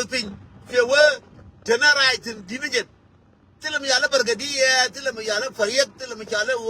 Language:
Nuer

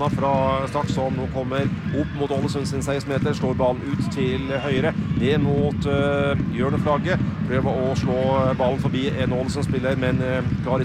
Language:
Norwegian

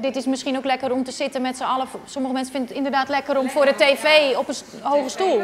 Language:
Western Frisian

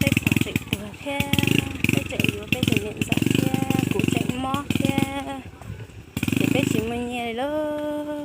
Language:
Hmong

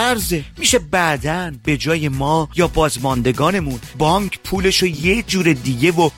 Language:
Persian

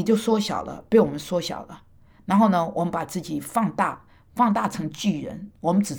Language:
Chinese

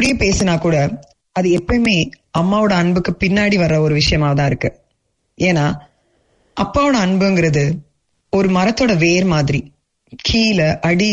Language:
Tamil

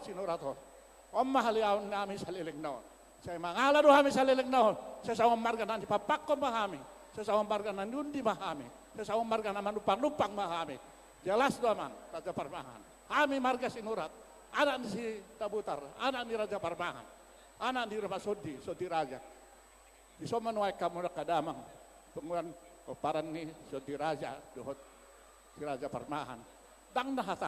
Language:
Batak Toba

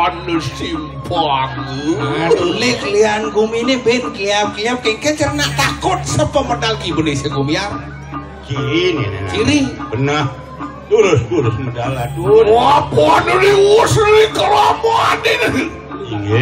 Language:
Balinese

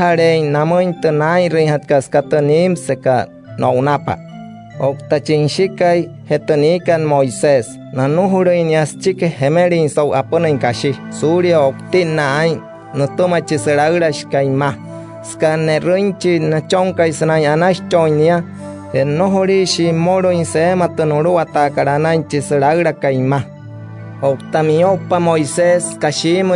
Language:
Wayuu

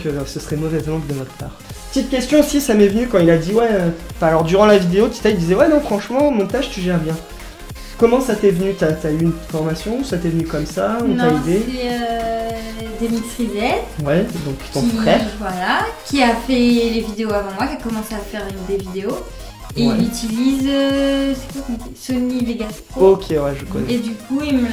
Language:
French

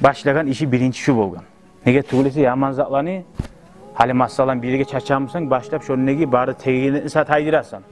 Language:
Kumyk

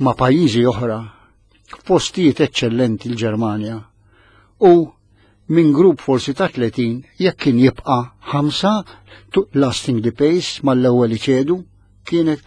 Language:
Maltese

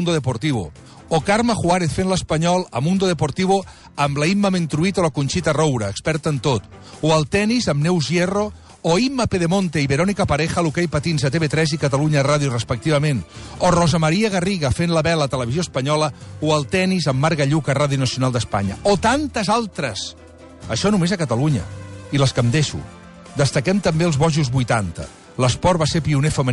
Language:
Catalan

